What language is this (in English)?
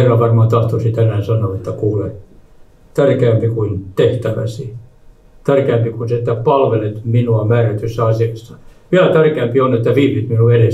Finnish